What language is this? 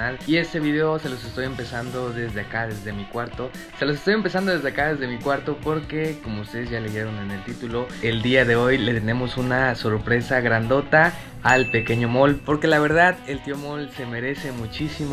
Spanish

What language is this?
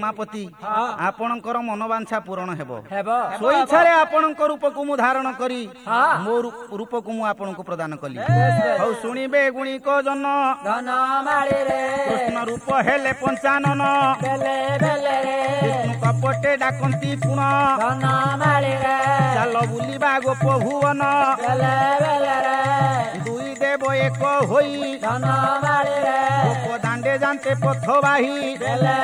Odia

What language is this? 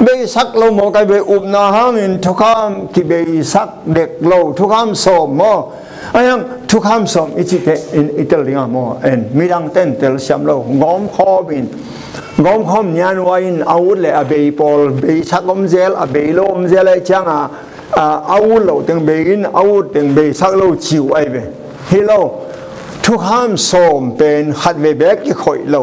Tedim Chin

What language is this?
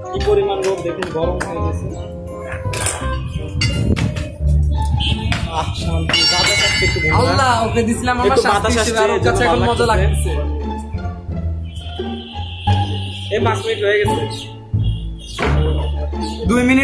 Bangla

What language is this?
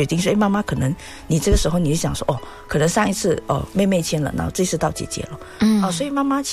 Chinese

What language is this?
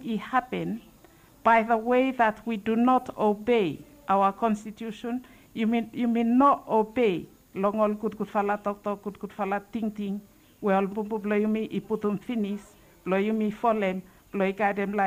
Bislama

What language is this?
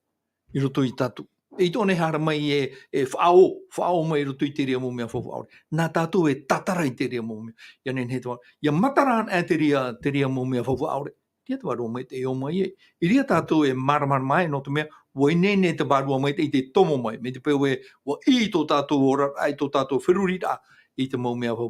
Tahitian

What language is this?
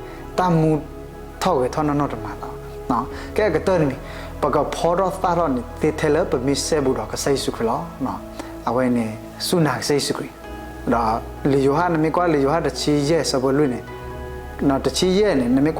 S'gaw Karen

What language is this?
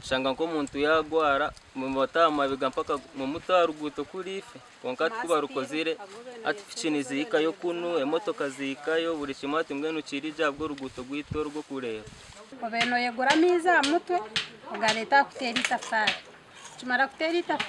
Nyankole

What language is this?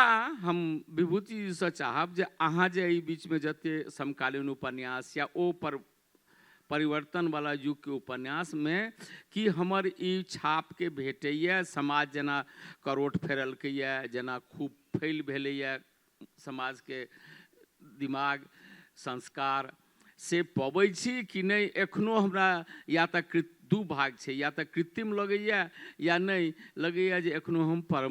Maithili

